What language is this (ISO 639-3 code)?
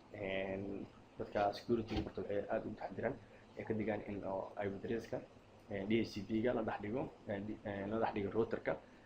som